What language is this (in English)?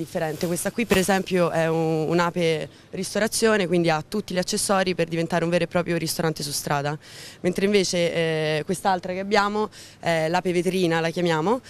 Italian